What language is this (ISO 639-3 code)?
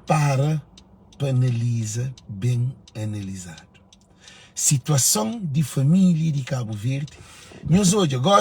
kea